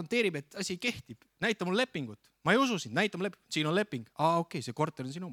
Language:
Estonian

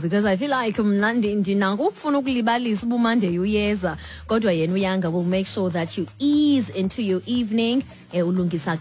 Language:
Xhosa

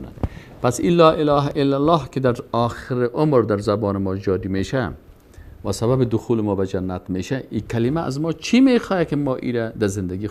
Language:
Persian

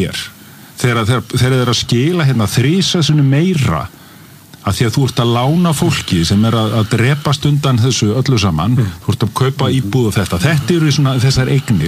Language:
Icelandic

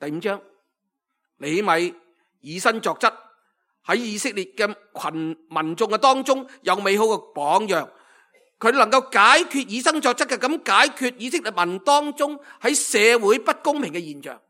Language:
Cantonese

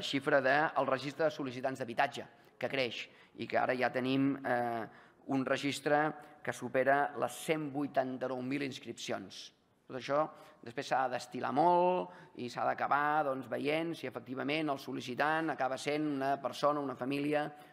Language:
Catalan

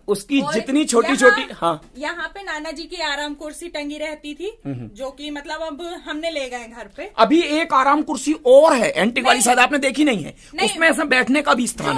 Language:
Hindi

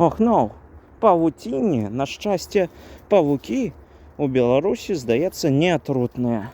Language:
Belarusian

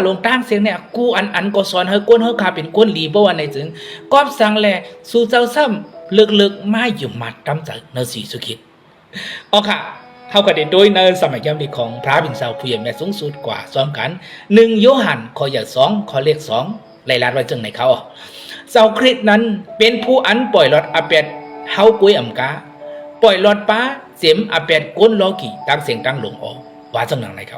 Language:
Shan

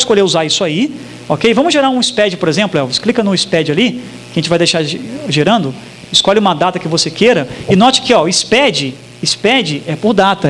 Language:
Portuguese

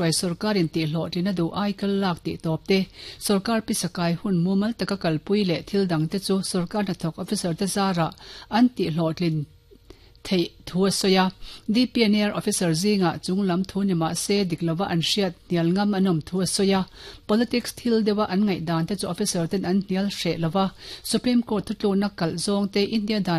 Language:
Mizo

